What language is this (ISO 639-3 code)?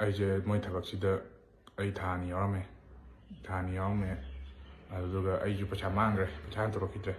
mni